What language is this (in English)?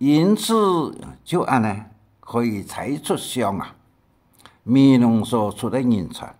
Hakka Chinese